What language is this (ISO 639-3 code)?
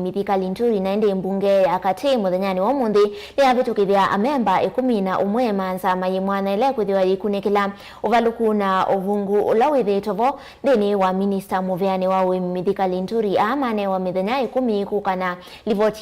kam